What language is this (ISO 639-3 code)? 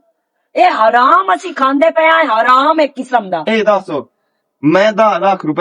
lah